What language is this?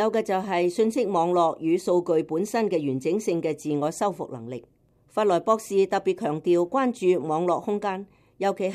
Cantonese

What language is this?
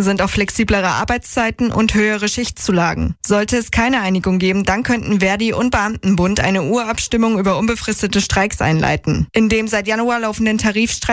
German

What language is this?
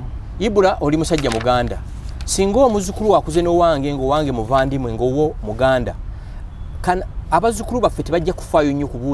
Ganda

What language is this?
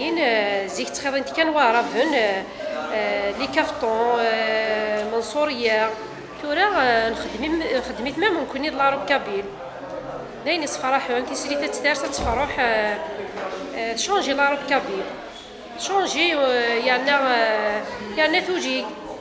Kabyle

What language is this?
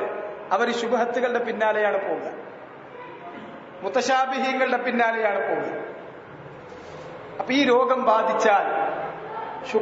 Malayalam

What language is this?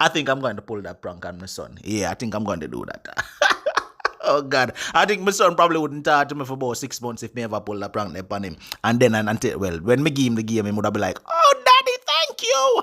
Jamaican Creole English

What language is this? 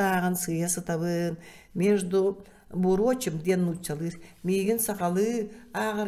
Yakut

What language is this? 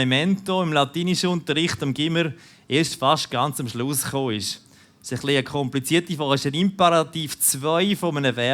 Swiss German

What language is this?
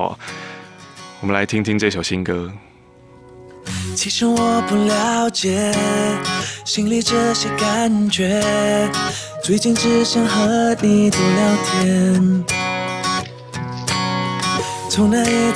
Chinese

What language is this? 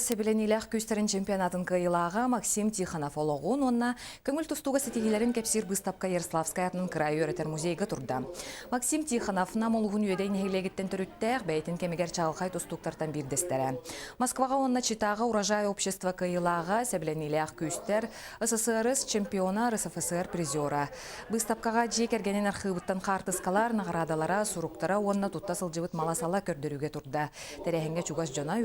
Yakut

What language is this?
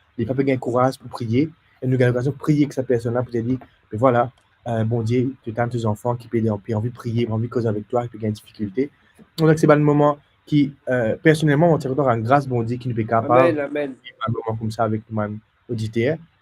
Morisyen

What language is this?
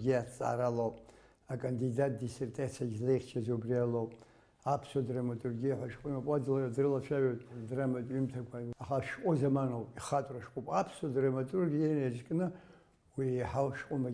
Abkhazian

